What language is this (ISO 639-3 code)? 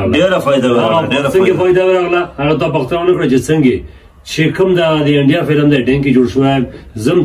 pus